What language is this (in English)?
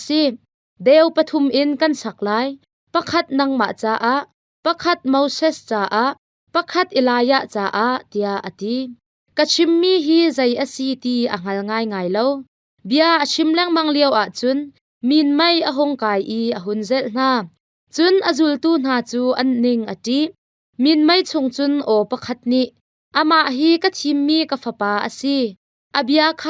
Hakha Chin